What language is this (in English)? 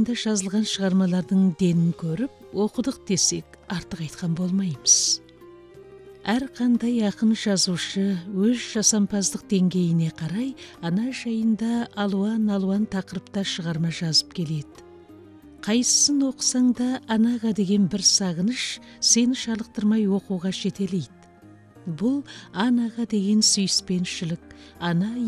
Kazakh